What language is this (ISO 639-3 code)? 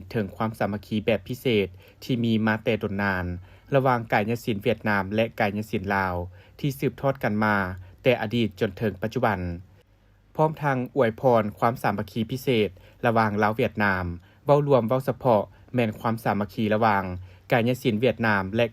lao